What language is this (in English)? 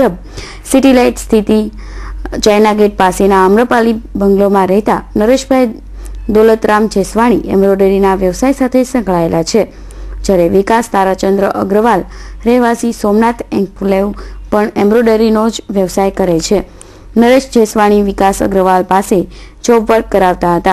Gujarati